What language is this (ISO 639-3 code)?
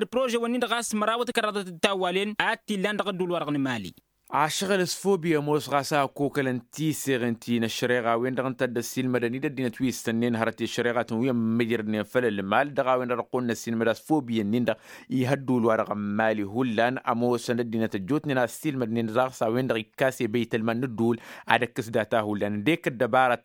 taq